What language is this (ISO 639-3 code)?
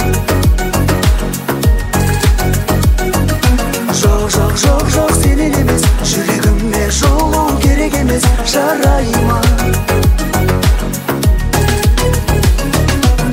kaz